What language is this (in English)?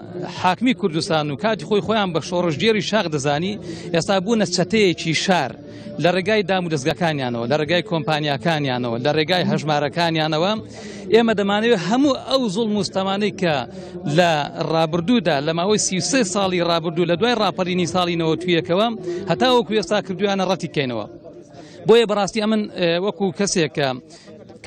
Central Kurdish